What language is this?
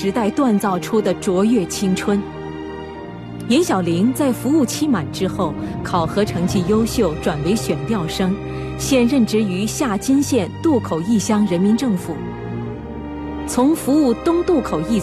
Chinese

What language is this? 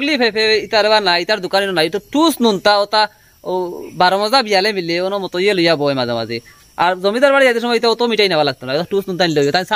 Sylheti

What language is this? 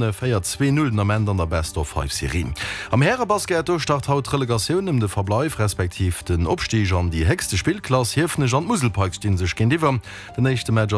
Luxembourgish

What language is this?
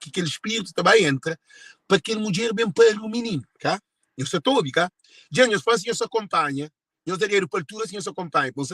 Kabuverdianu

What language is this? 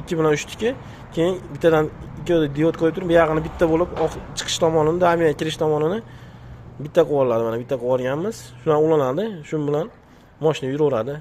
Uzbek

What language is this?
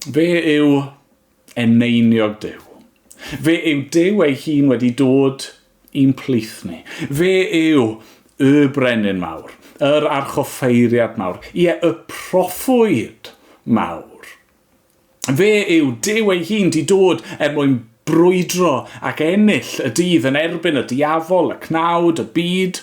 Welsh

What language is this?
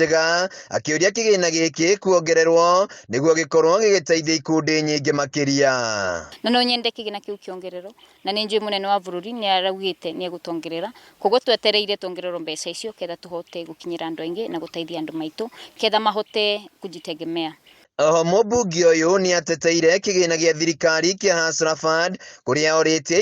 Kikuyu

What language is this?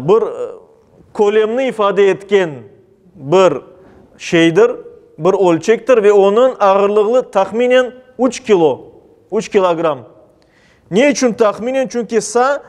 Crimean Tatar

